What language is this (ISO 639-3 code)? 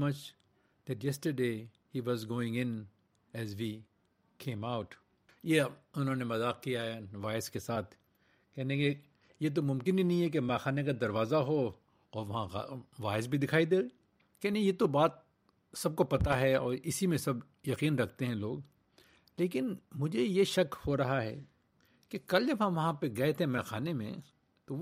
urd